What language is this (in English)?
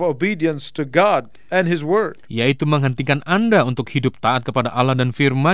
Indonesian